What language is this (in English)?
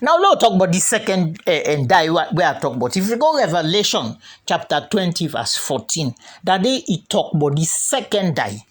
Krio